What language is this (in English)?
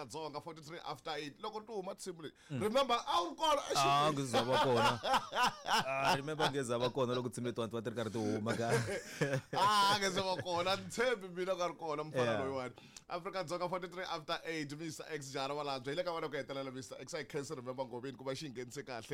Tsonga